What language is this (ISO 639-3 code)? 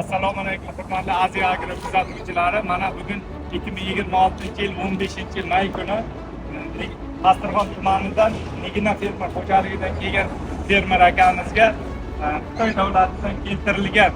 uzb